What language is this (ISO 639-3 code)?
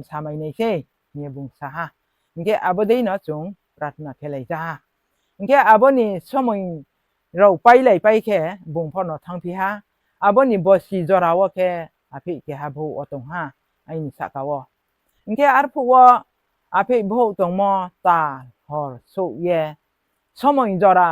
ria